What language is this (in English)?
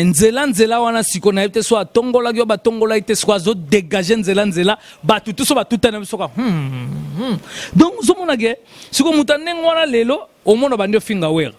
Lingala